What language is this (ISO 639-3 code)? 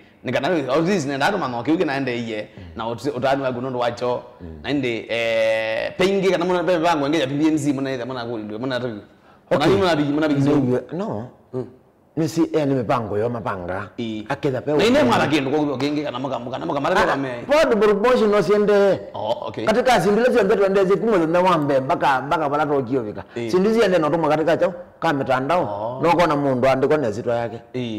kam